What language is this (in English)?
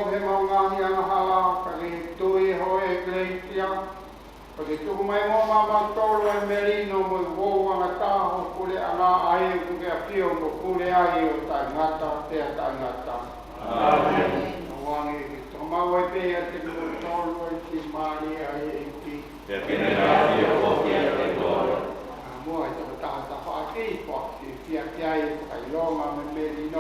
Tongan